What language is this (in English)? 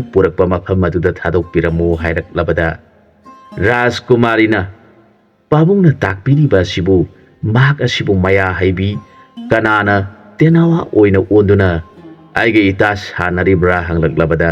Manipuri